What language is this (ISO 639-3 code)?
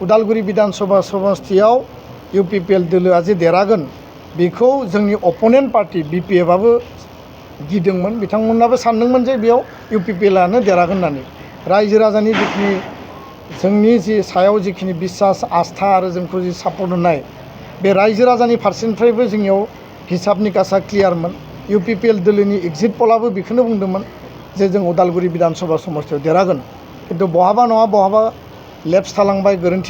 brx